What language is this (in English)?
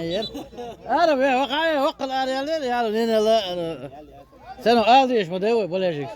Chechen